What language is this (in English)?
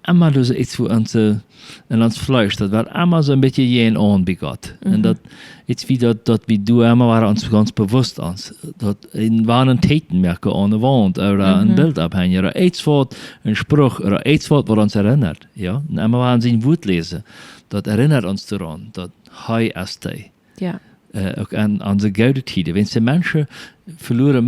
Plautdietsch